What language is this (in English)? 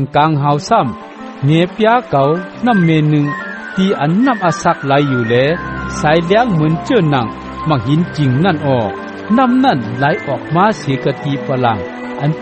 Shan